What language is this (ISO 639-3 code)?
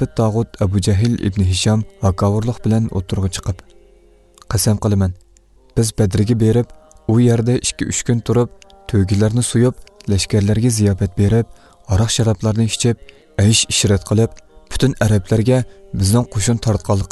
uig